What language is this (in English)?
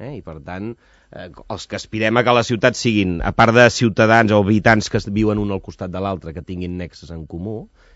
Catalan